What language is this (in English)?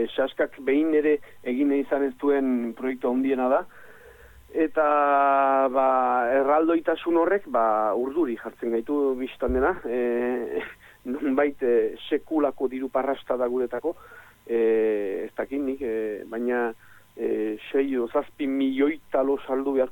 Basque